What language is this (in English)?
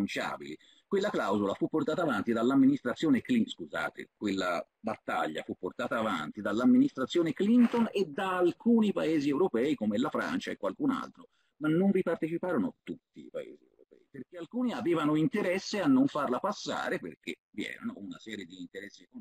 Italian